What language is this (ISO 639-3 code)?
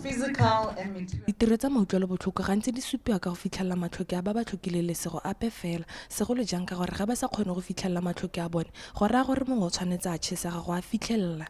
tsn